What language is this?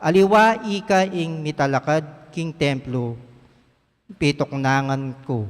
Pampanga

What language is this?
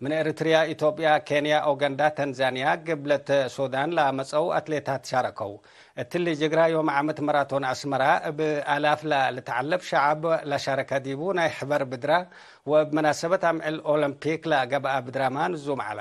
Tigre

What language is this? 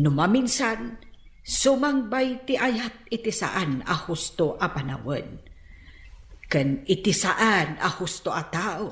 Iloko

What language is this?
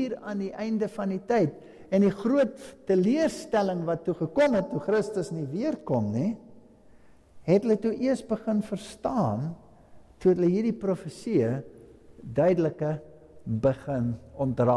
Afrikaans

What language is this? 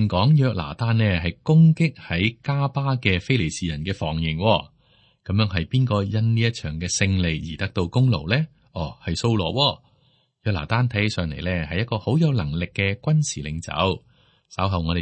Cantonese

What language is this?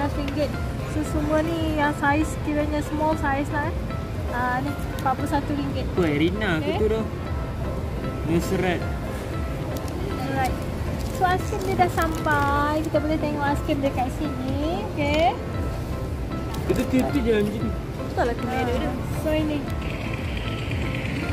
Malay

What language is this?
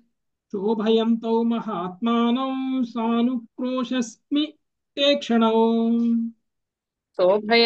Telugu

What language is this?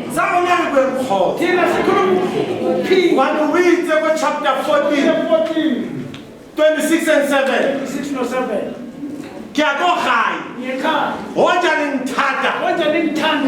Southern Sotho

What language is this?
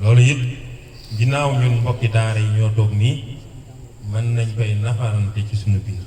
Wolof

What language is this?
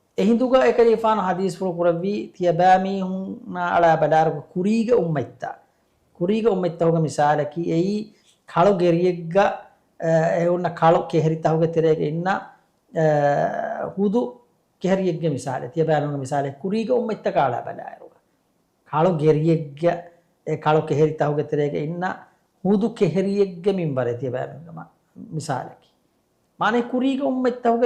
Divehi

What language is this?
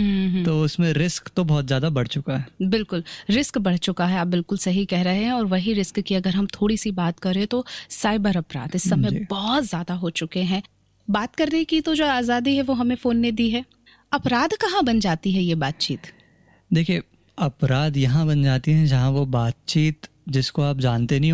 Hindi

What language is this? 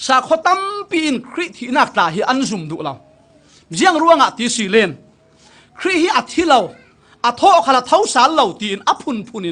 Falam Chin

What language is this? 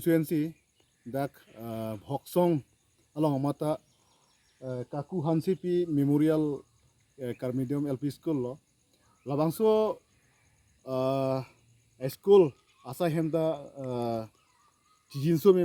Karbi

